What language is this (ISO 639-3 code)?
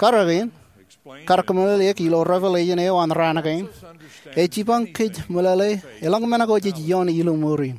mah